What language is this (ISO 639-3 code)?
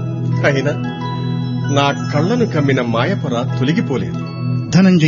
tel